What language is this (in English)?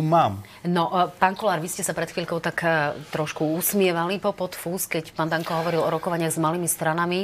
Slovak